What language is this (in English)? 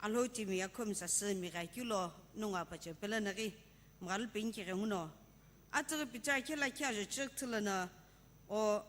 Sumi Naga